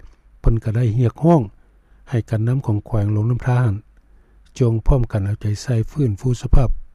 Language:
Lao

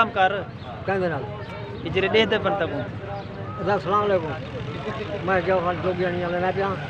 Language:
Saraiki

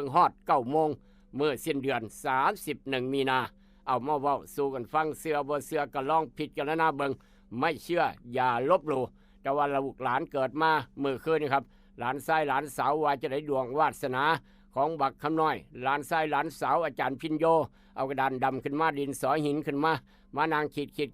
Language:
Northeastern Thai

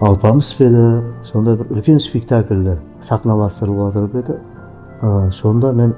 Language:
Kara-Kalpak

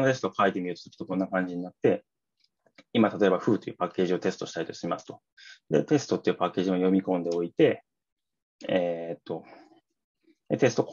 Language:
Japanese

